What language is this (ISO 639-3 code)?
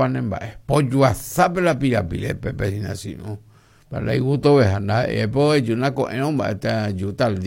grn